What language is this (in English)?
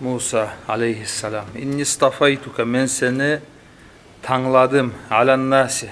Kumyk